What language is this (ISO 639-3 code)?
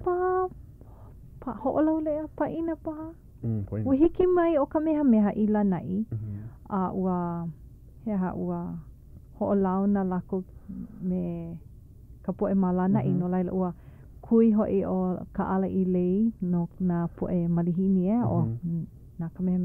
haw